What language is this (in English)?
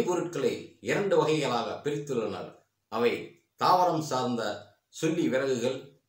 Tamil